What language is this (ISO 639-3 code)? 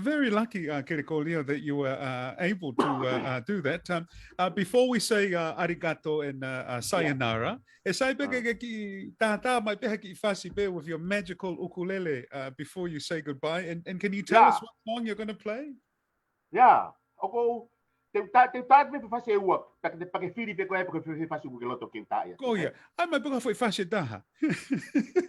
ton